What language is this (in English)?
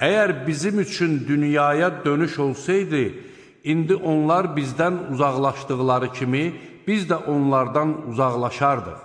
Azerbaijani